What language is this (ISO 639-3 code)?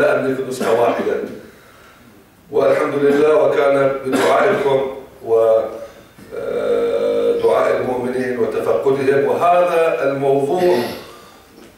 ara